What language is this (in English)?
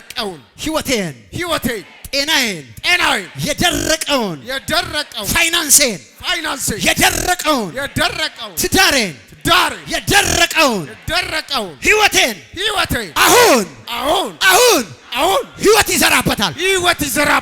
Amharic